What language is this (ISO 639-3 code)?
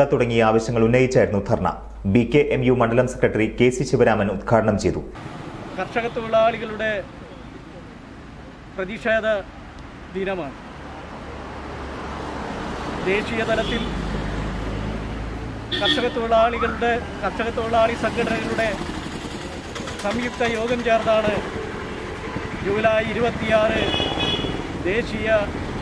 mal